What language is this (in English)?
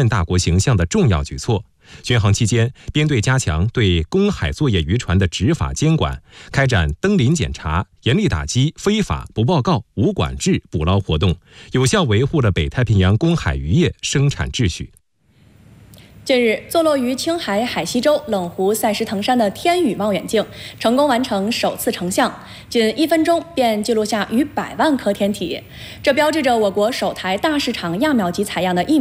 Chinese